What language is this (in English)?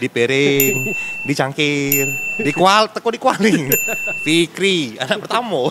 Musi